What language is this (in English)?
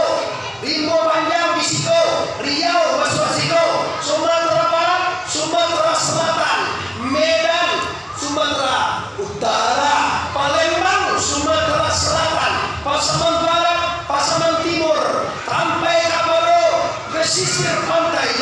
Minangkabau